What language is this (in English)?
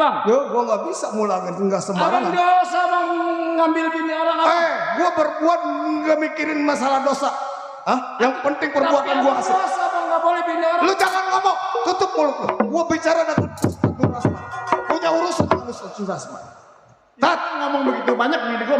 Betawi